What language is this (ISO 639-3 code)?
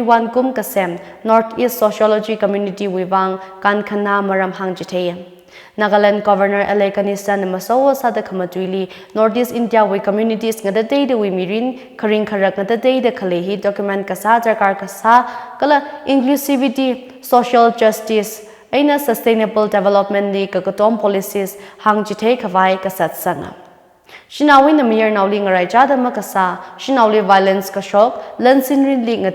nmf